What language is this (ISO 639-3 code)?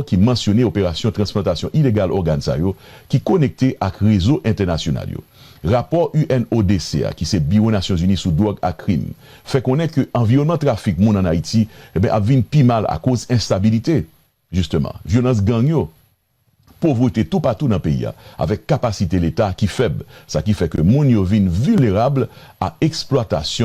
hat